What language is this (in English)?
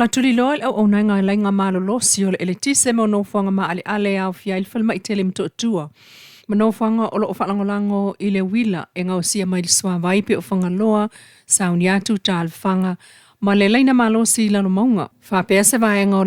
Samoan